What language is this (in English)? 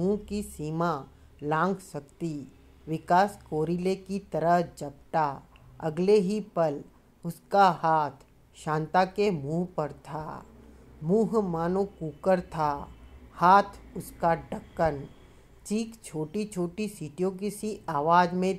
Hindi